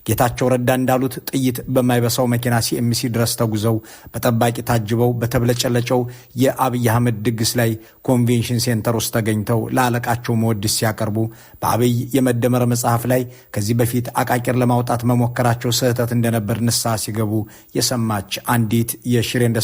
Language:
Amharic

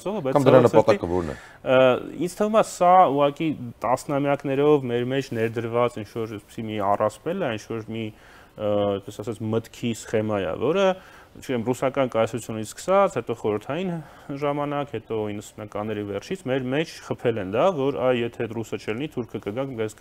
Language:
Armenian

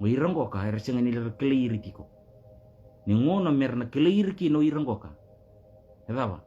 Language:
Fijian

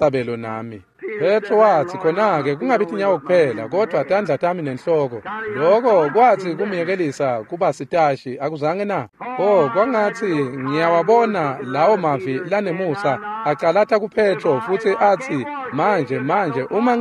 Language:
Swati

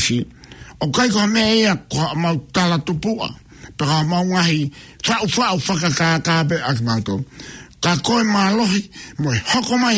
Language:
Tongan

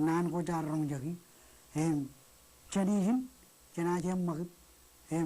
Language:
Marshallese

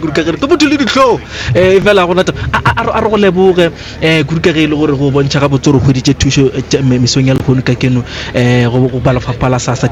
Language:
Northern Sotho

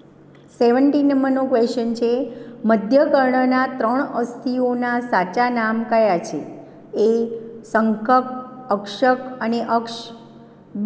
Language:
Gujarati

